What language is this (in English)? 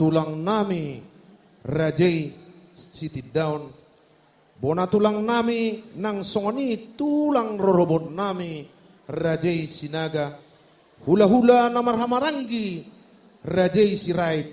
Batak Toba